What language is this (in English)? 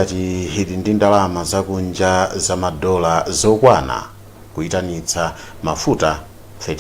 Nyanja